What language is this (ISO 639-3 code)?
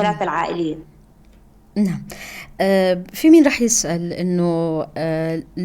apc